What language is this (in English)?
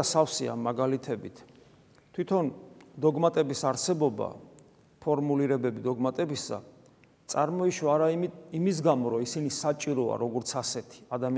Georgian